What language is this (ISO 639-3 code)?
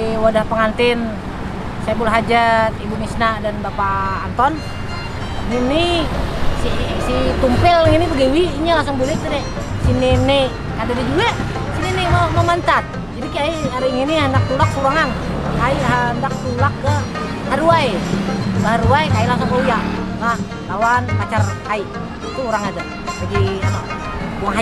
bjn